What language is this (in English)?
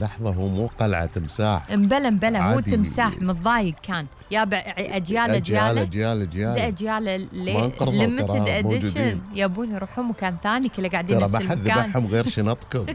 Gulf Arabic